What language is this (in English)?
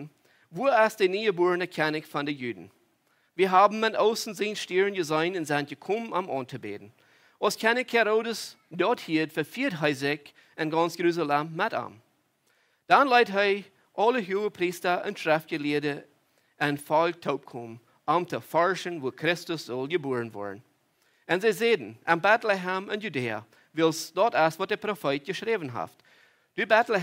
Plautdietsch